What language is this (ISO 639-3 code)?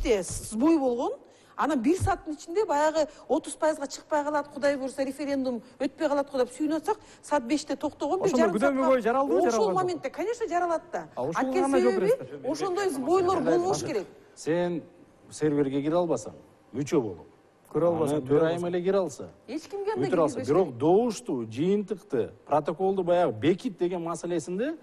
kir